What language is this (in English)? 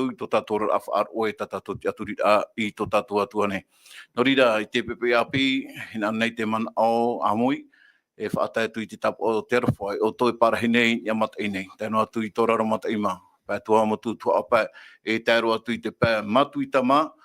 Tahitian